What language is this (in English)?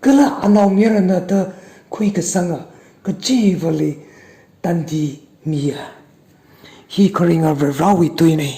Tangkhul Naga (India)